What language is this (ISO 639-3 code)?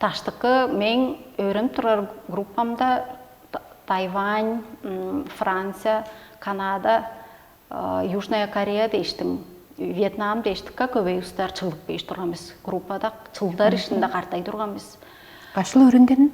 tyv